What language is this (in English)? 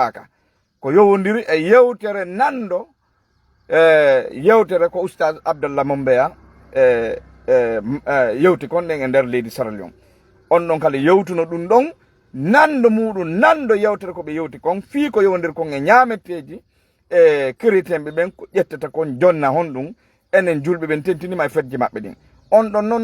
Fula